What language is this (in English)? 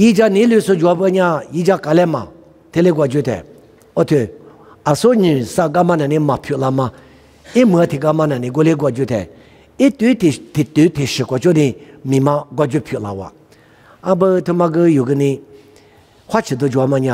Lisu